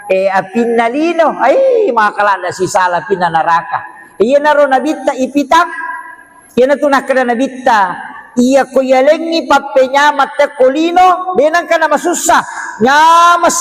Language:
Buginese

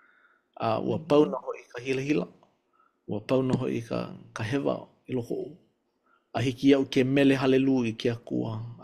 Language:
Hawaiian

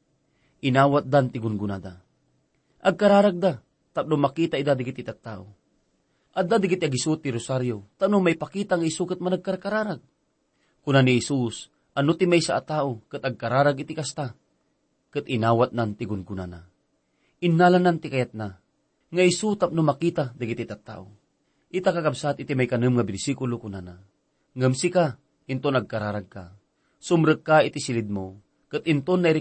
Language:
Iloko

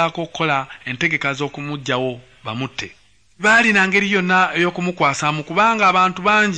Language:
Ganda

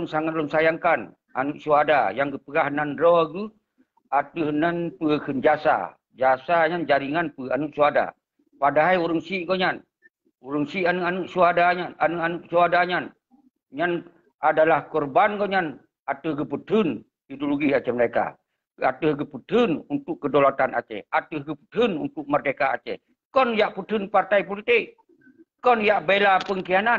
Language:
Achinese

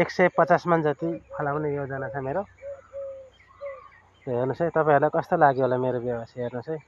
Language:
Nepali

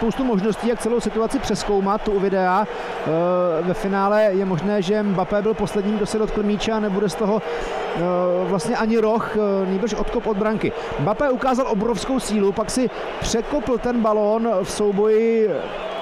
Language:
Czech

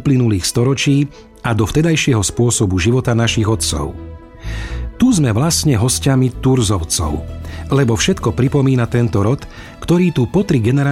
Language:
Slovak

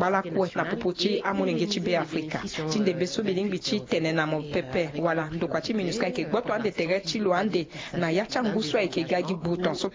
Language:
Sango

